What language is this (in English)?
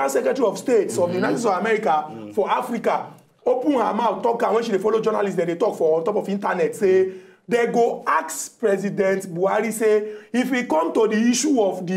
Nigerian Pidgin